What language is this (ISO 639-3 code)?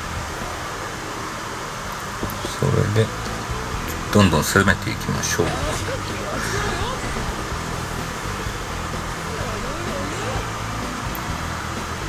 jpn